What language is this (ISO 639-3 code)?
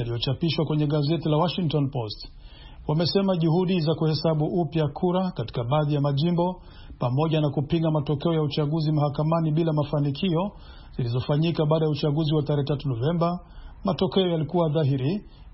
swa